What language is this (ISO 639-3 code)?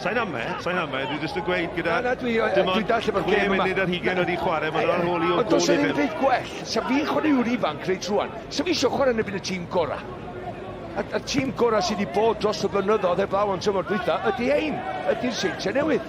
cym